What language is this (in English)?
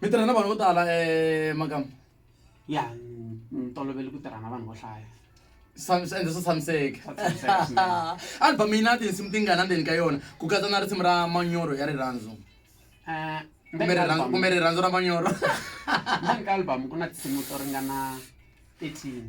Tsonga